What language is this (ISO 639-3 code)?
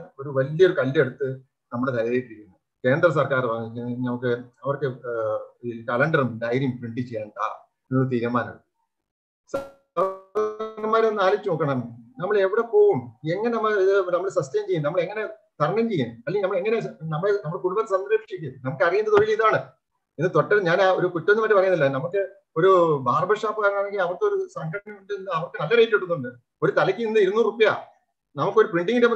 mal